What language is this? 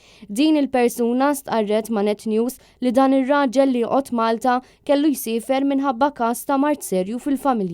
Maltese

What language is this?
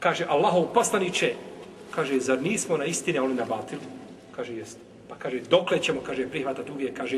Bosnian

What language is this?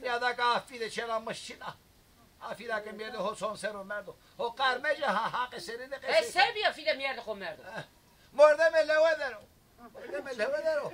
Zaza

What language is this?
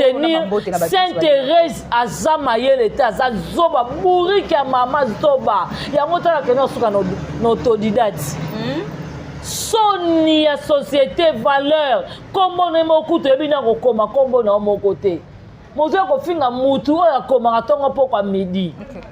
Lingala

